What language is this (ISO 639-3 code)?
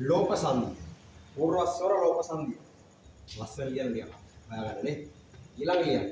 sin